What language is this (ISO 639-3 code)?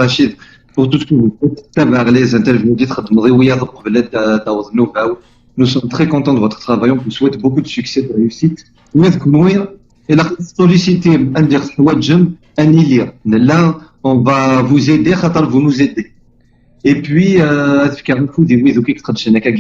kab